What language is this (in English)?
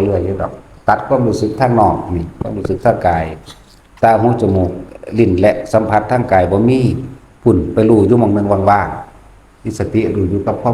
Northeastern Thai